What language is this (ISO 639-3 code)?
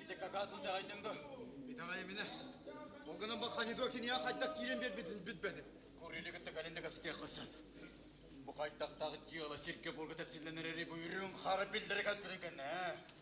sah